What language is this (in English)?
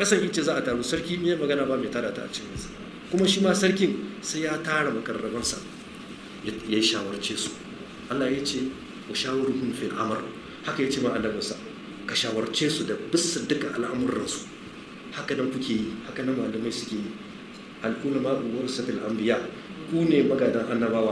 Hausa